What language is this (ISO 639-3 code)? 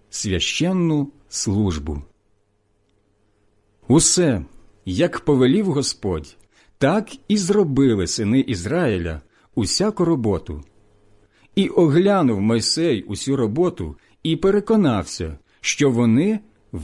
ukr